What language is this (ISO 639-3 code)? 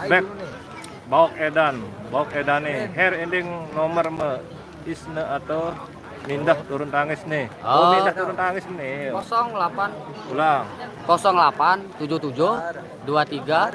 sas